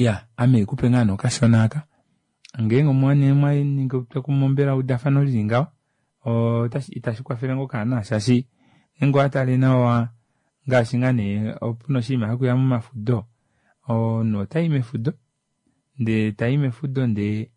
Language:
Kuanyama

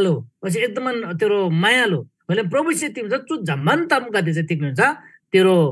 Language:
Eastern Tamang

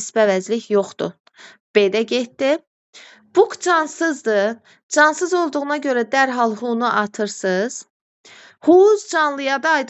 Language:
Azerbaijani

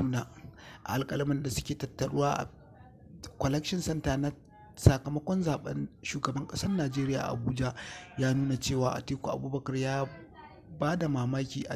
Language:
Hausa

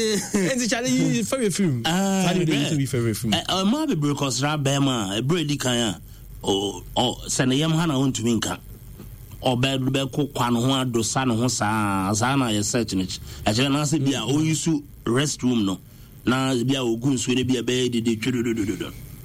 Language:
Akan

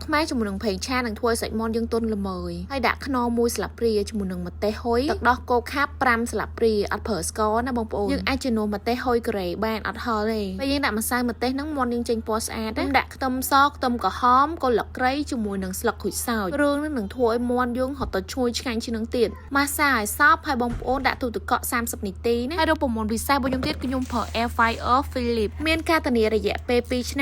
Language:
Khmer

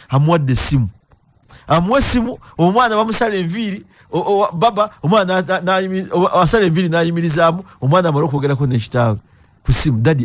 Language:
Ganda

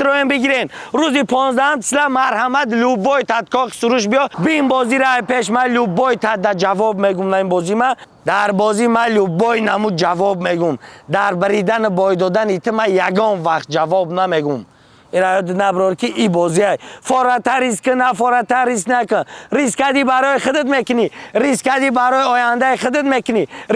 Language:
Tajik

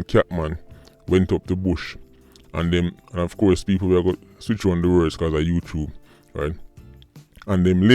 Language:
Jamaican Creole English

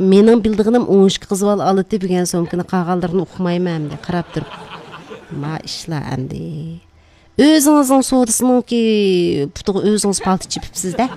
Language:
Uyghur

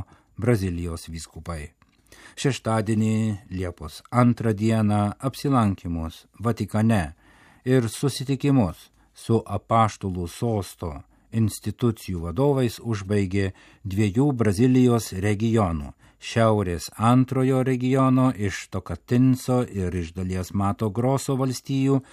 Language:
Lithuanian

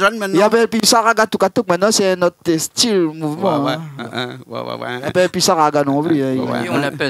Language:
Réunion Creole French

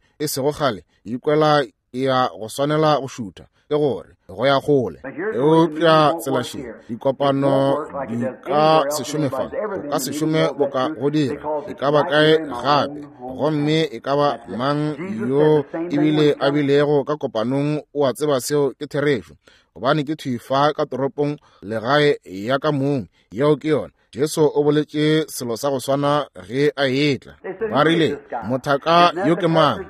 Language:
Northern Sotho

